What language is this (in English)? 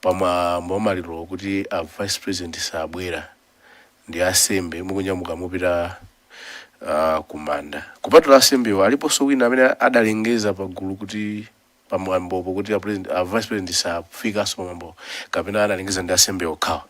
Nyanja